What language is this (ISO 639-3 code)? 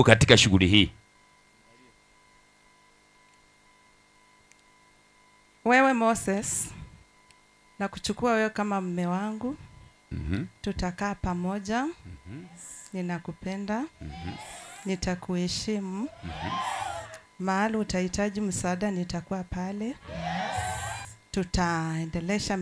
swa